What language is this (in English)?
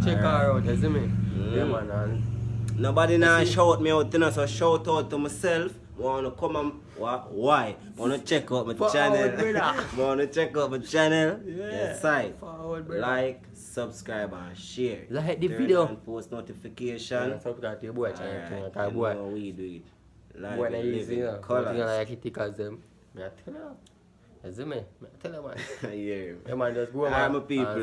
Jamaican Creole English